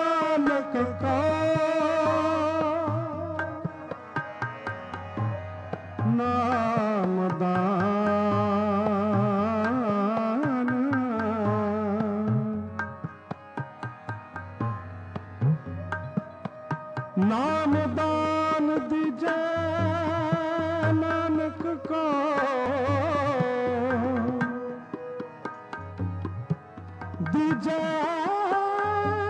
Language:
Punjabi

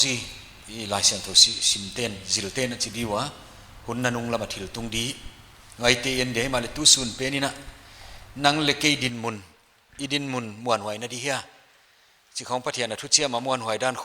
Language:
Paite Chin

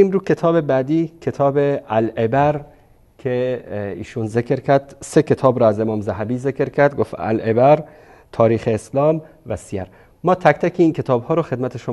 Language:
Persian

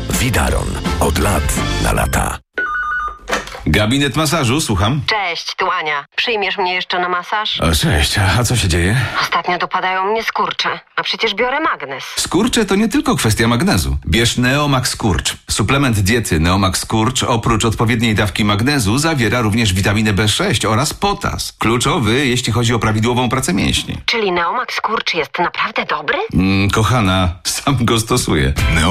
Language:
Polish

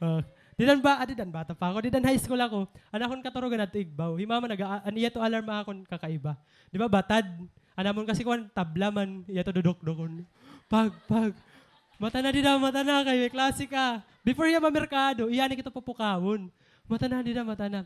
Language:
Waray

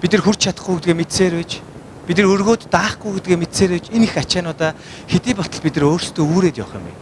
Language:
Mongolian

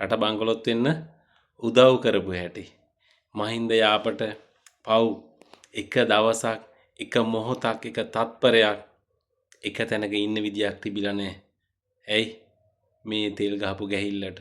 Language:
Sinhala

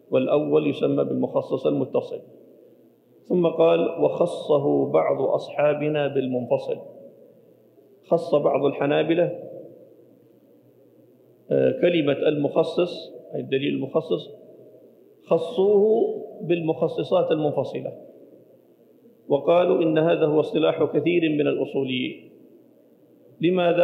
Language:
Arabic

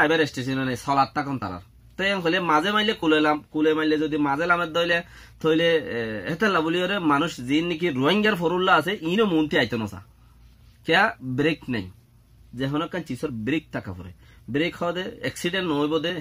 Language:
Rohingya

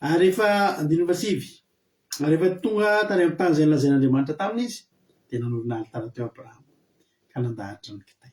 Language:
Malagasy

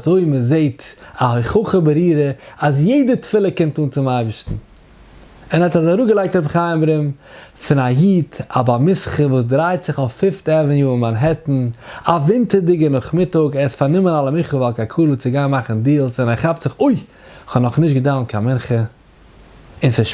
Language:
Yiddish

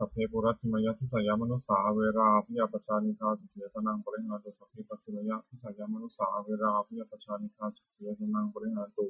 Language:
Pali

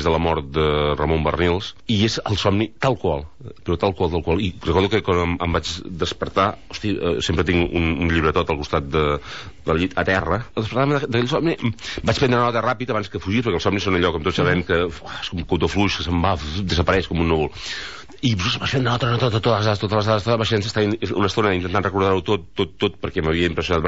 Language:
Catalan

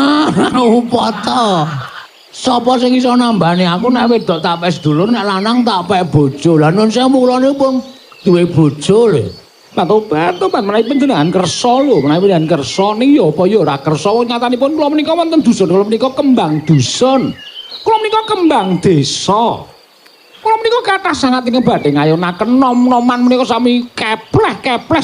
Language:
Javanese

